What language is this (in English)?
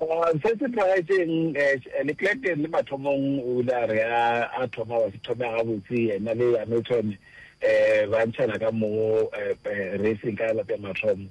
Northern Sotho